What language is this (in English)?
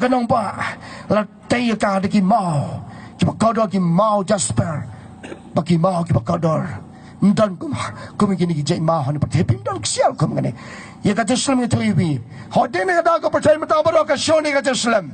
Khasi